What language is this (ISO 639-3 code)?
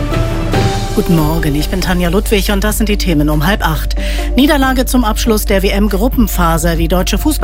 deu